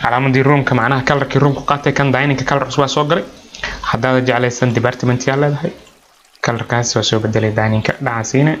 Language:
Somali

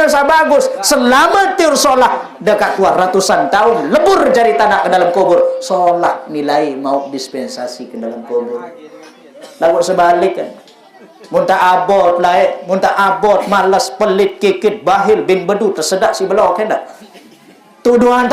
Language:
Sasak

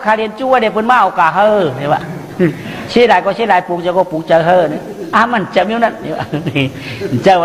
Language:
Shan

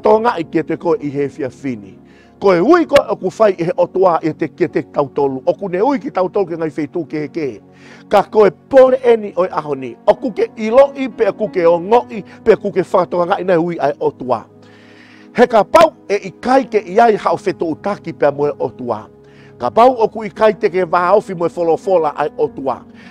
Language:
Tongan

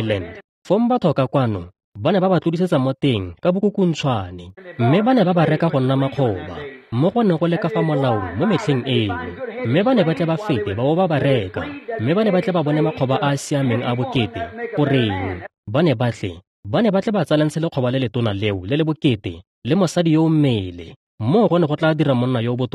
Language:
Tswana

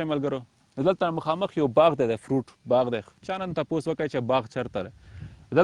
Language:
Pashto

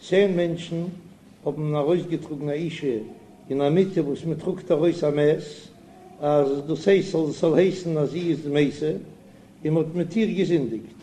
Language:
Yiddish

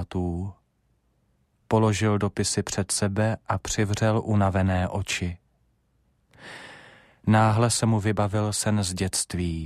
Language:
Czech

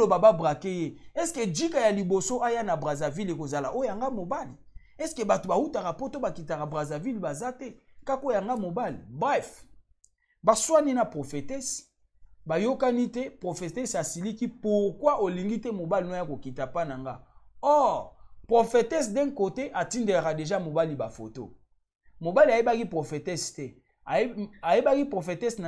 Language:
Lingala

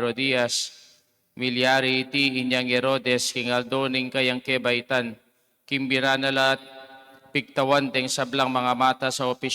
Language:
Pampanga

